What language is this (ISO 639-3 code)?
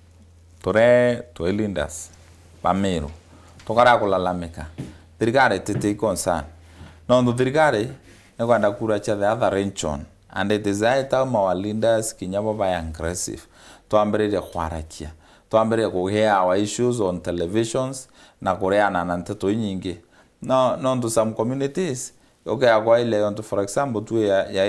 mer